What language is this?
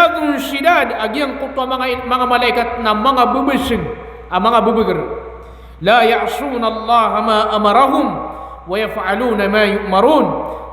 Maranao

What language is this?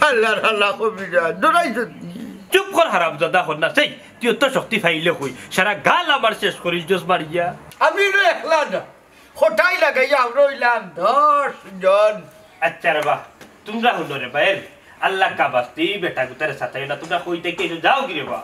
Sylheti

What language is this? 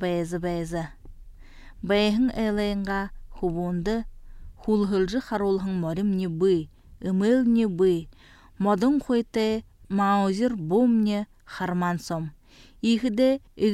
Buriat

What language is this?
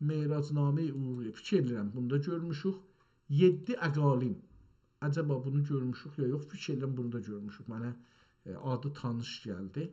South Azerbaijani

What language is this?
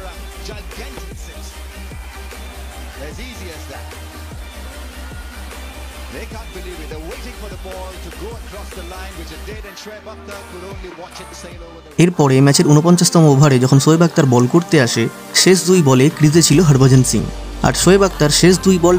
Bangla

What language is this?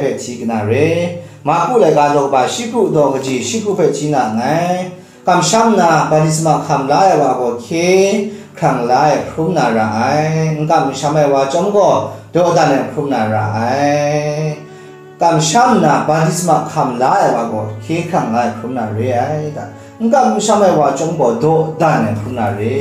Kachin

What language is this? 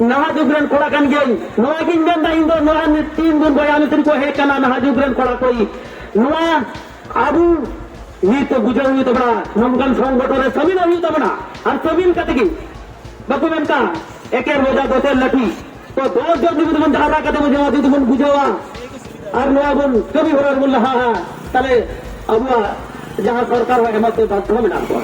Santali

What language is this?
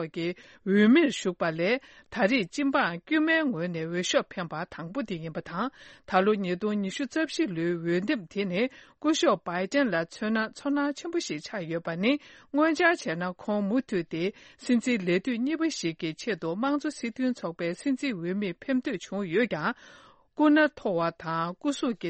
Tibetan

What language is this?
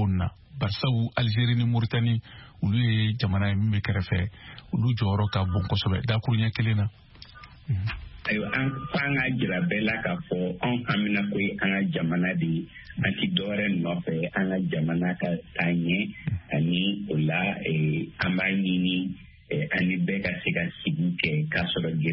Bambara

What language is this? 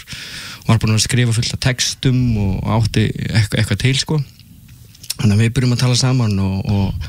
Icelandic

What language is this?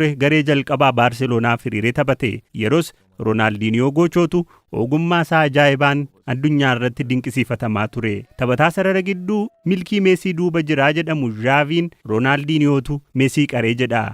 Oromo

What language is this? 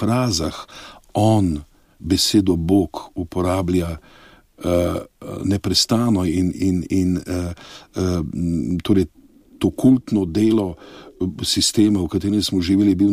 Slovenian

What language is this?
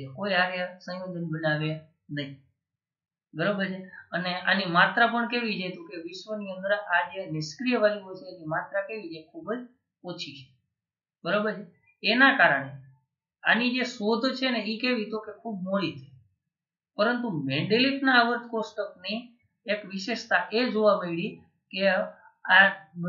Gujarati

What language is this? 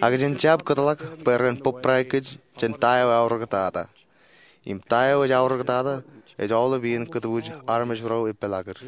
Marshallese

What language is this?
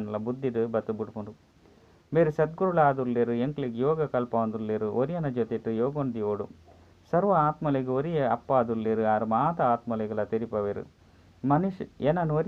Tulu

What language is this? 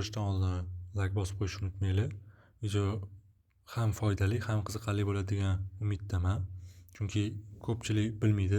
Uzbek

